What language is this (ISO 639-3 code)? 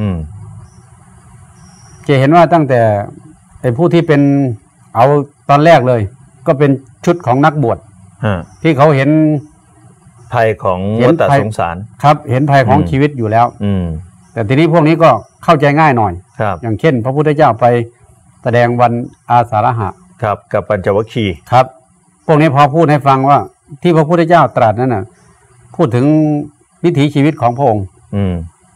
tha